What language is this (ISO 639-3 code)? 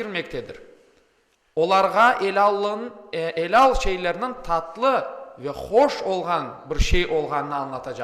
crh